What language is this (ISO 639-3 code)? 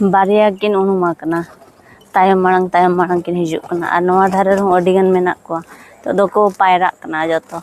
sat